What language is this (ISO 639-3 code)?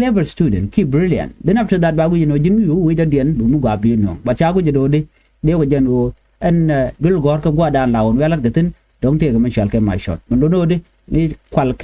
nus